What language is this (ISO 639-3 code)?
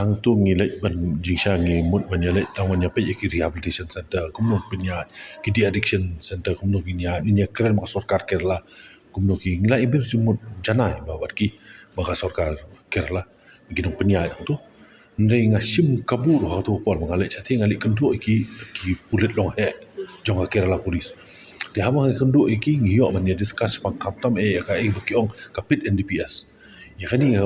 kha